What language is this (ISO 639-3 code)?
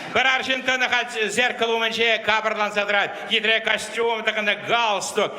chv